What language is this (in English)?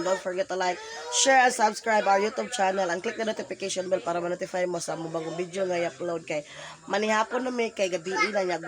Cebuano